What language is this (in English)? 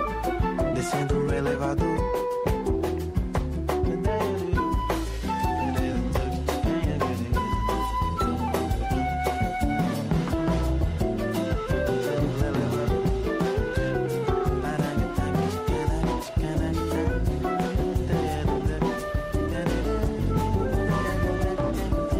Portuguese